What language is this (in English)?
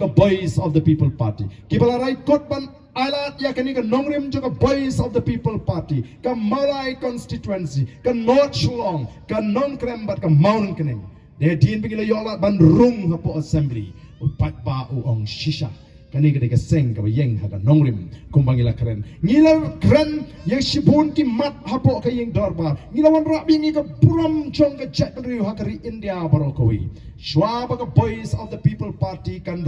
Khasi